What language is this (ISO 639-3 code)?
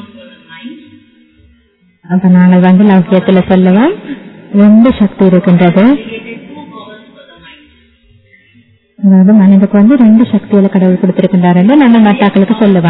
tam